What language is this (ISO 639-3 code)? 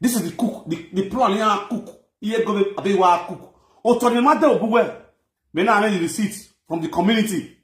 pcm